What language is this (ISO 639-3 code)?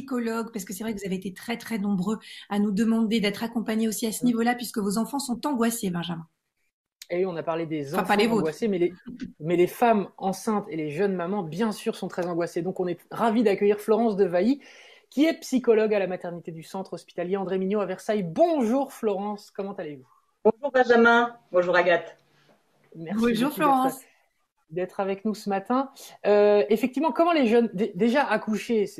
fra